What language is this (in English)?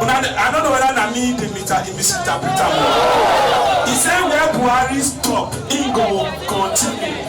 Nigerian Pidgin